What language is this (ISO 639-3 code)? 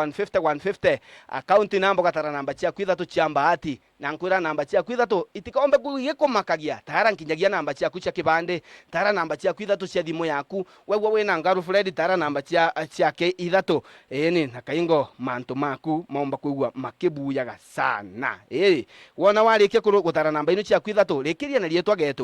mer